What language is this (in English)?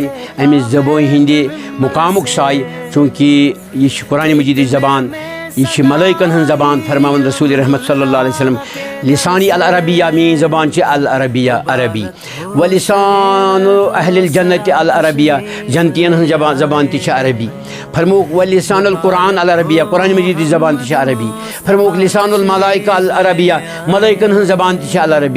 Kashmiri